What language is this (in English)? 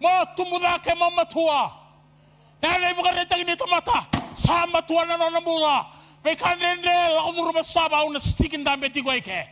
Fijian